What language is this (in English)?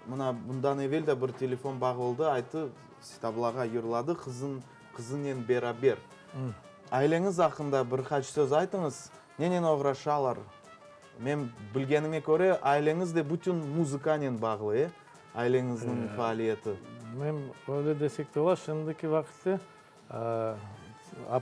Crimean Tatar